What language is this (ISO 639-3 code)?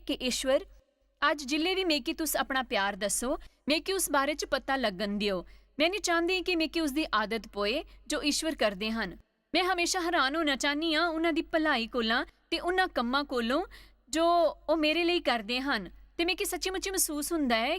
doi